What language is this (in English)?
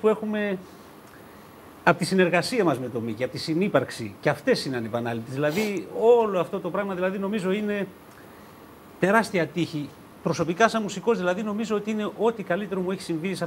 Greek